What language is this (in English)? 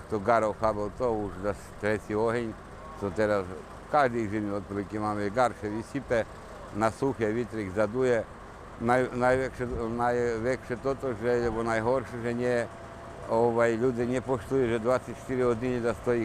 Rusyn